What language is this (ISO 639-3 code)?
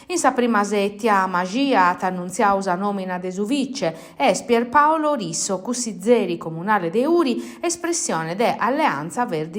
srd